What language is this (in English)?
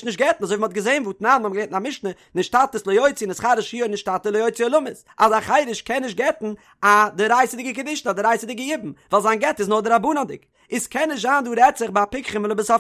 Yiddish